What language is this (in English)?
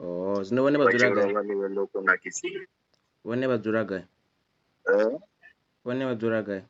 Venda